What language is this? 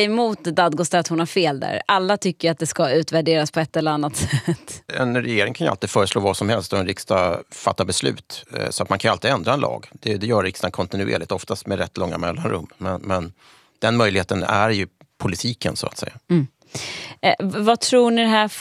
Swedish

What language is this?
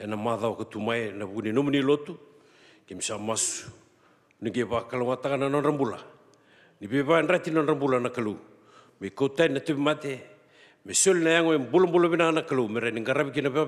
Fijian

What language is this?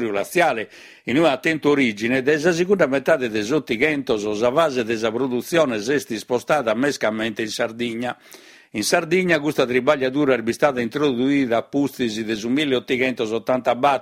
Sardinian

